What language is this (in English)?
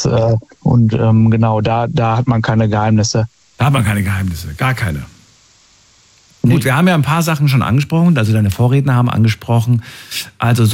German